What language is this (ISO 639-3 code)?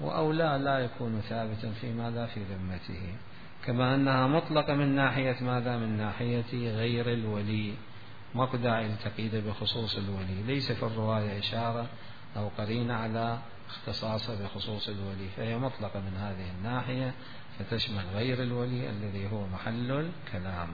acm